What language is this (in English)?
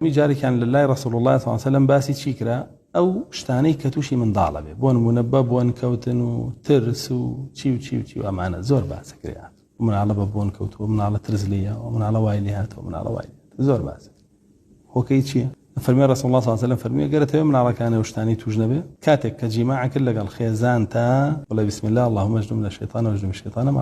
Central Kurdish